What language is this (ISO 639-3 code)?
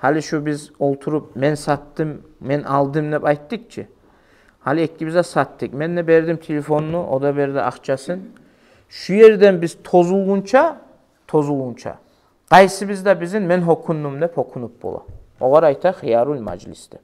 kum